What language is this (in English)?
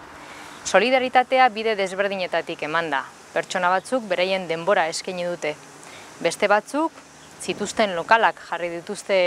Basque